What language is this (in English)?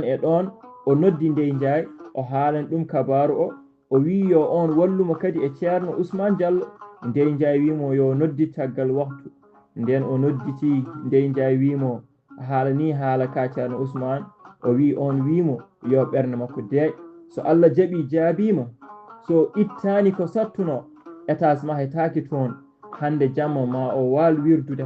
Fula